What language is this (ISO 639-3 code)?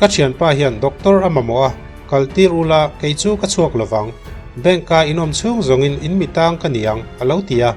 lus